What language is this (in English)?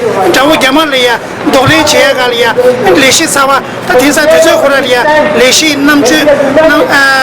Tibetan